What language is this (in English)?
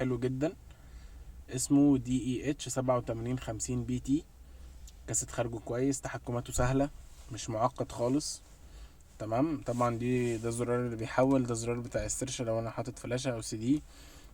Egyptian Arabic